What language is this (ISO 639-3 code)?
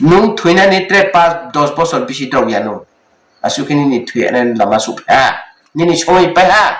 ria